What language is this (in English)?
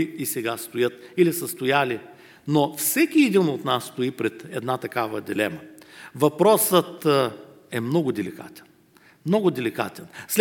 Bulgarian